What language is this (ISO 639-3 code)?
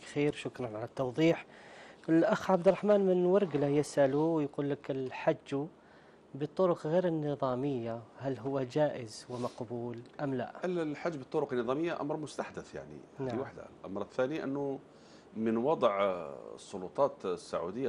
ara